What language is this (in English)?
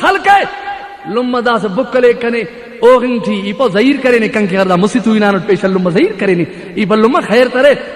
Brahui